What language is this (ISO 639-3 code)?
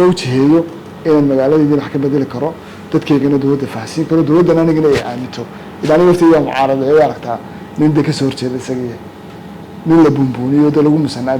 som